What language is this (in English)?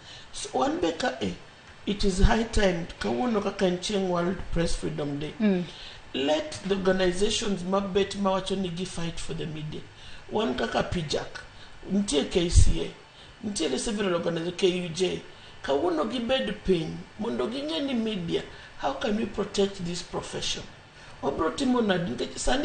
Luo (Kenya and Tanzania)